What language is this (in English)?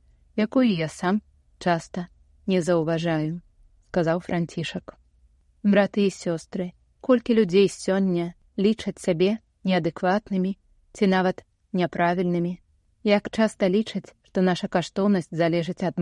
Belarusian